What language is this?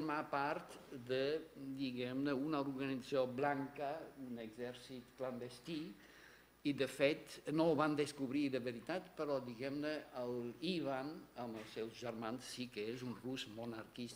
Catalan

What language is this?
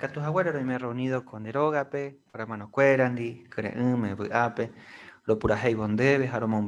Guarani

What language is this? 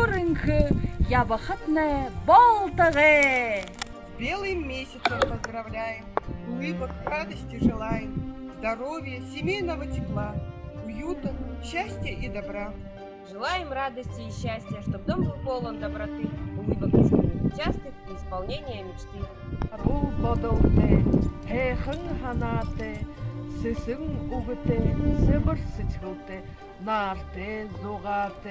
Buriat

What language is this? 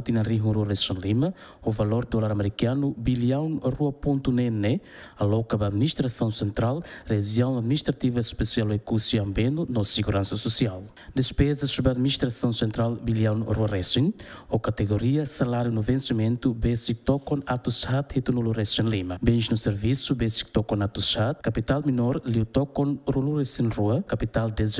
Tetum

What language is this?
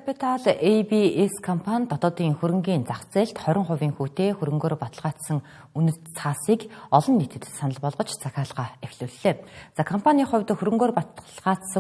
Mongolian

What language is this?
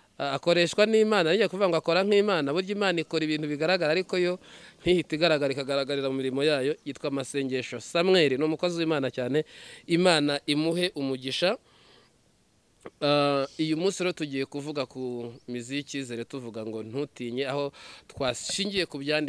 Kinyarwanda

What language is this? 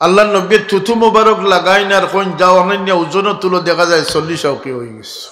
Sylheti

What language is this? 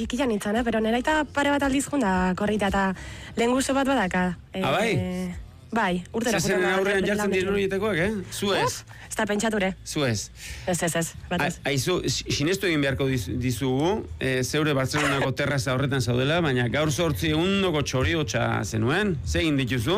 Basque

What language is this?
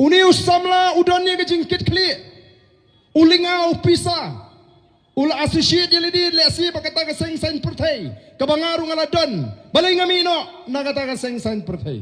Khasi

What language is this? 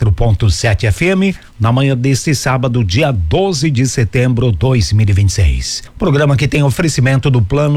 Portuguese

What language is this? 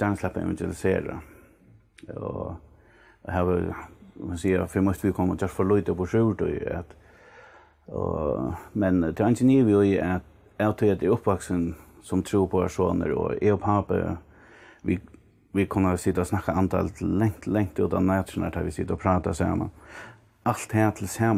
Faroese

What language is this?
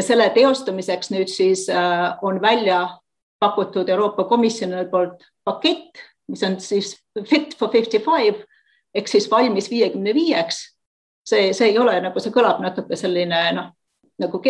Estonian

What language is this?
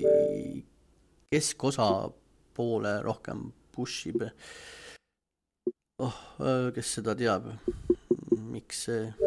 Estonian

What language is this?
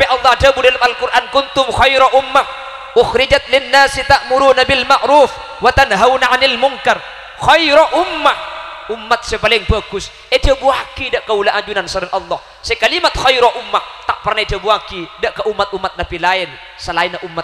Madurese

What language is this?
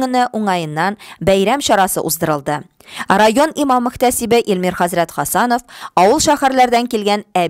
Tatar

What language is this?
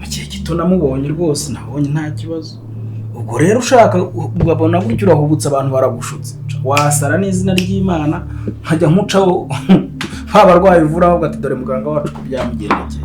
Kinyarwanda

